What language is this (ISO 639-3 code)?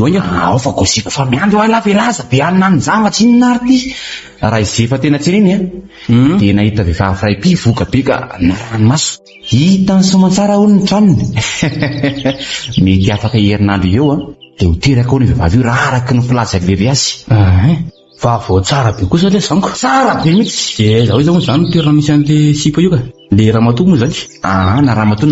mlg